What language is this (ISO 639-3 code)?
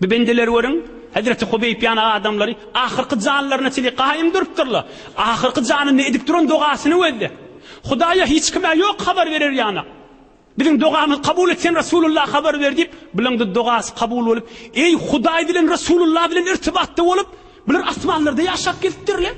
tuk